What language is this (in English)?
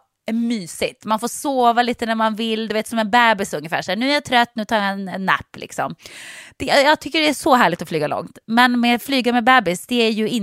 Swedish